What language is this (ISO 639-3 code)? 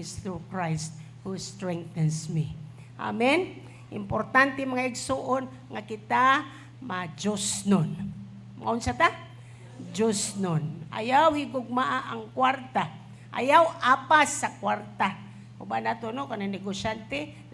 ceb